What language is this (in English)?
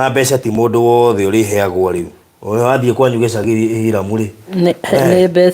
Kikuyu